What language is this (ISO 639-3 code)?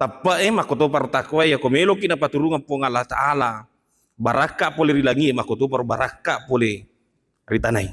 bug